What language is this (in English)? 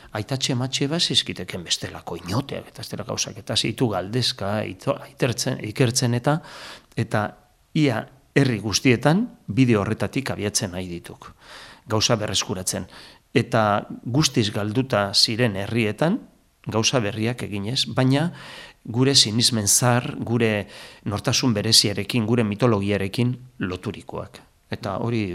Basque